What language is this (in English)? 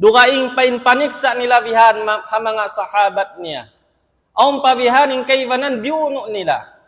Tausug